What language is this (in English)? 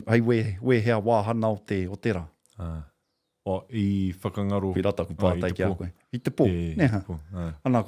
Māori